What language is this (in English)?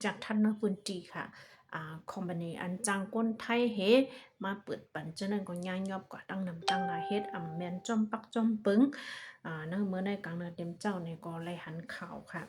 Shan